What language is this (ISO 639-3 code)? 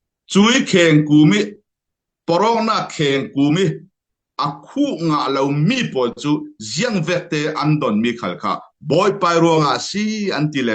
cfm